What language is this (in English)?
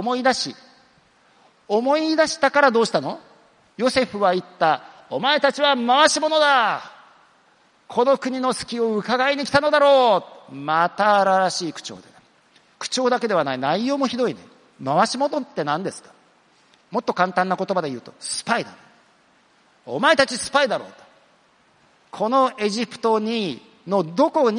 Japanese